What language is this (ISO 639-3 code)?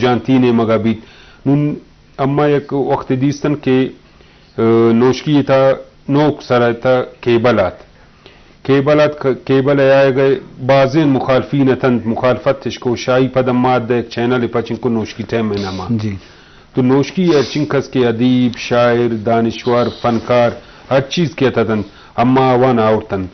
bal